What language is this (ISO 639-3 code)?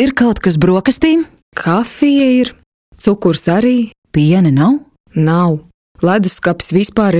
lav